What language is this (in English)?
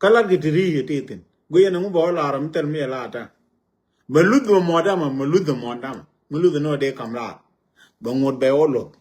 Nuer